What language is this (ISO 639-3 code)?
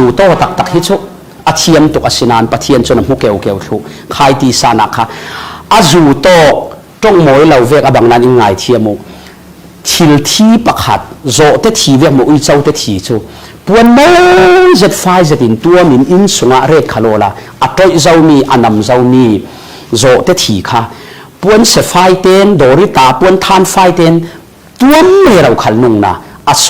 cfm